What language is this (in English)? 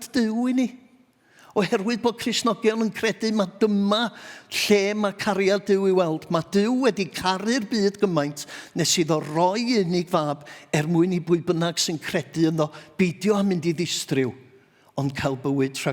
Welsh